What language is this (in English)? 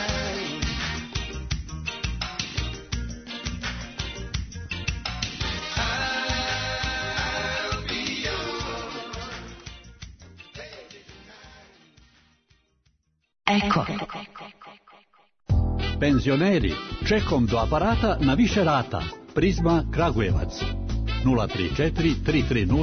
Serbian